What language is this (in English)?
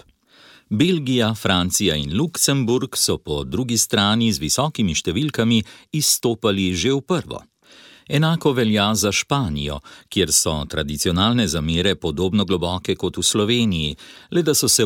Slovenian